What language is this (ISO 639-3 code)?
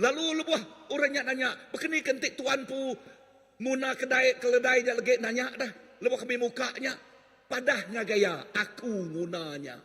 iba